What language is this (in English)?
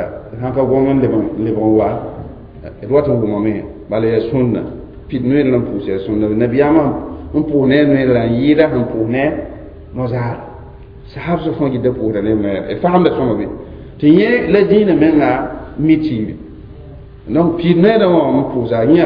Mossi